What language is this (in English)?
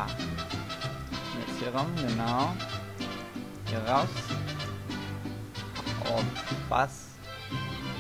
German